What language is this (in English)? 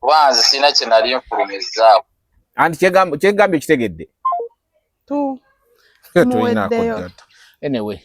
Ganda